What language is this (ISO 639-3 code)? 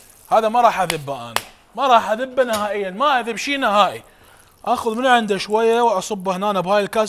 acm